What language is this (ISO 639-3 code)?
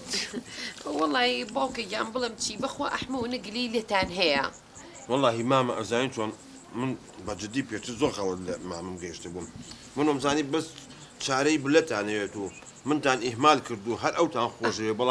ckb